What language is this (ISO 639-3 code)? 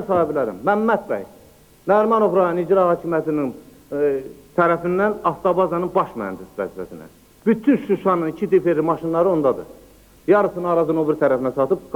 aze